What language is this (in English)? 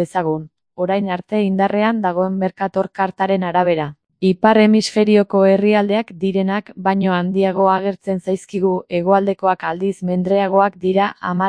Basque